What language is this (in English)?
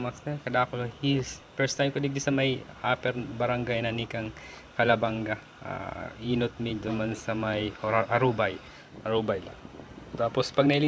Bikol